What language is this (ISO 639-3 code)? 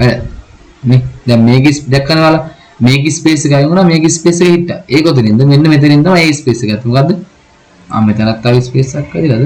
sin